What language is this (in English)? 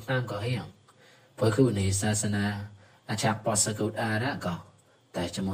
Mon